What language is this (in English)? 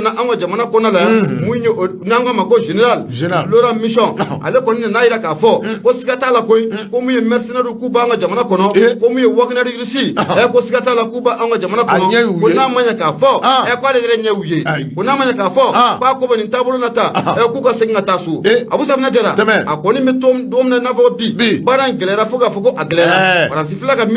Bambara